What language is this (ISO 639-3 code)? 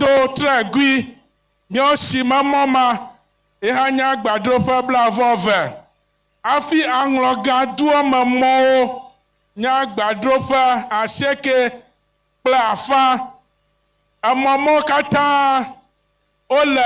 ewe